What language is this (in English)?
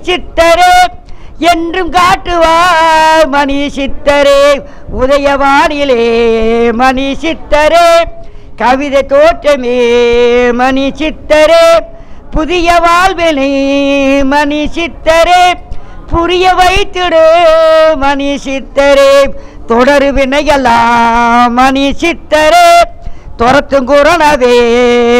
Tamil